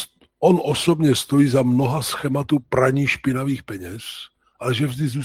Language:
Czech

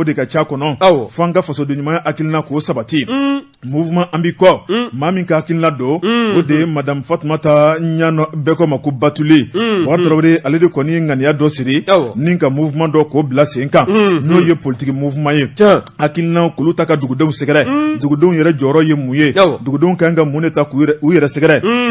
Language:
Bambara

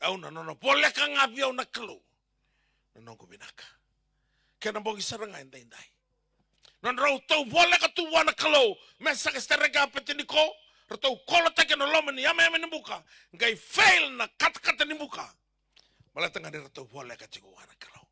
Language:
Fijian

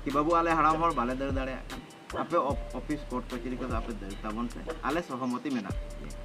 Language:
Santali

